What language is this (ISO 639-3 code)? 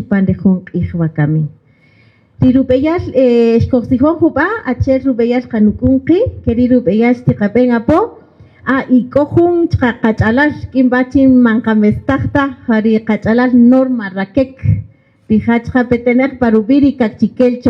cak